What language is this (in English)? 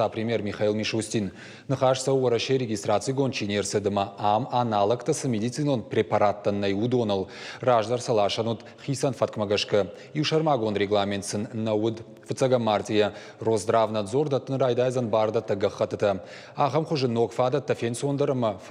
Ossetic